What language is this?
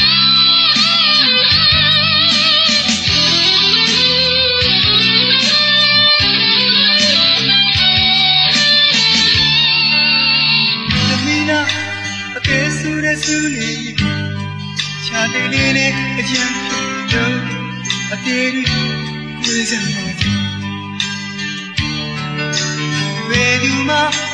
Burmese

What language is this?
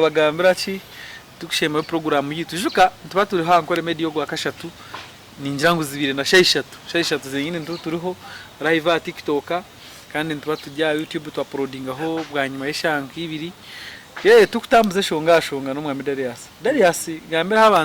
Nyankole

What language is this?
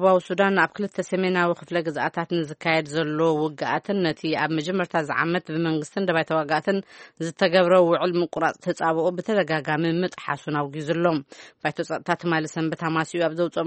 Tigrinya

